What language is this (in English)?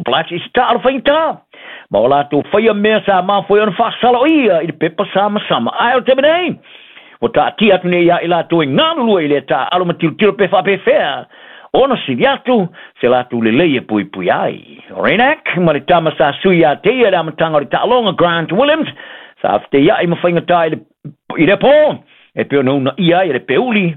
Samoan